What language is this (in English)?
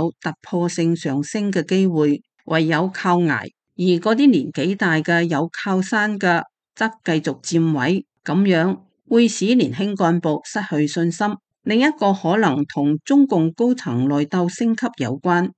Cantonese